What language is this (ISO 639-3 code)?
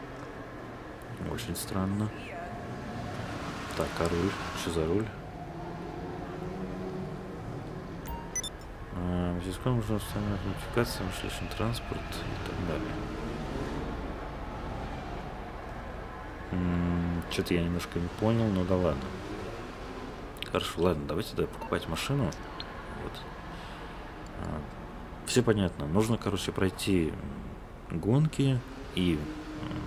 rus